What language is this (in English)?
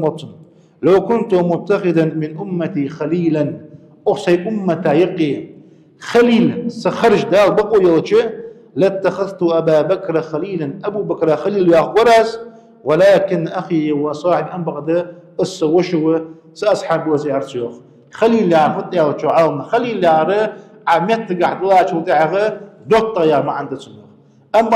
Ingush